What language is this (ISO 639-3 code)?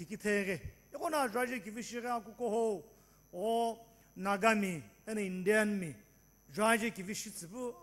nsm